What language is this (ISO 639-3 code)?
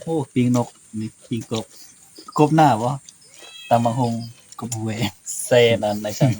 tts